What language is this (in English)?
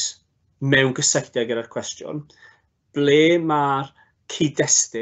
Welsh